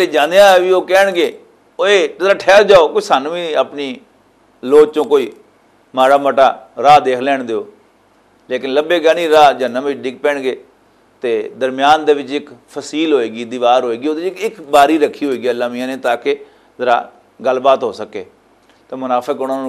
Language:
Western Panjabi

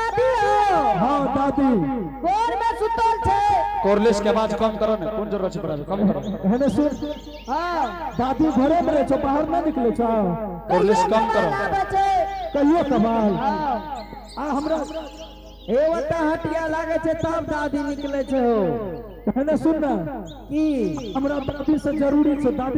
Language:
Angika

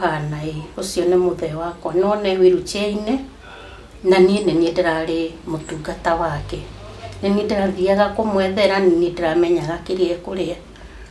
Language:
Kikuyu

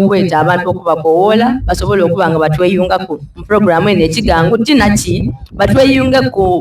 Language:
Soga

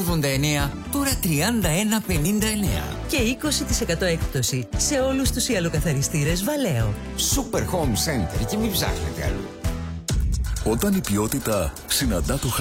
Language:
Greek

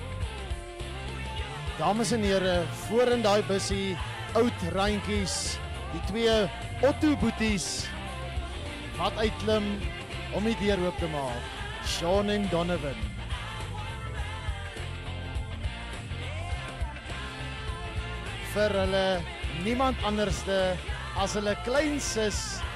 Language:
Afrikaans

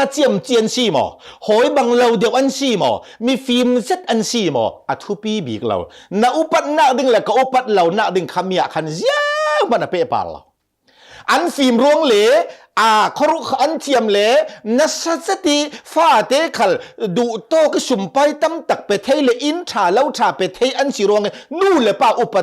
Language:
Hakha Chin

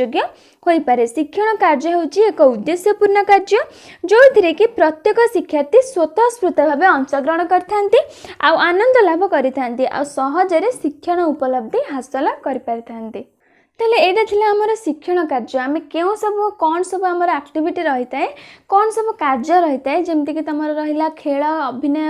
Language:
Odia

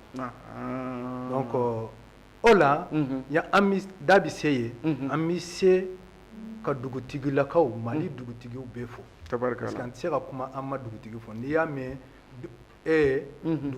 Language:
Bambara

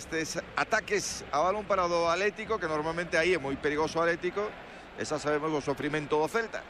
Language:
Galician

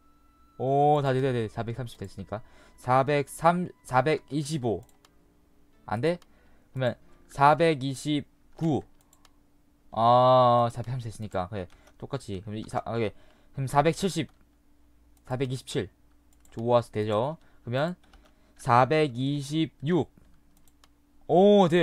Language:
Korean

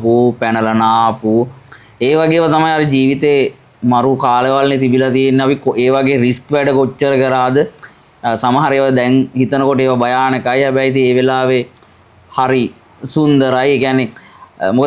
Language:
Sinhala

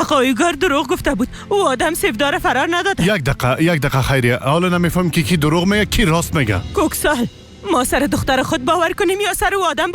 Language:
Tajik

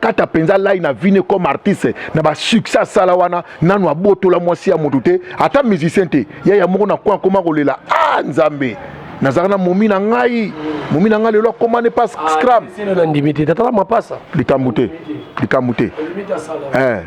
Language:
Lingala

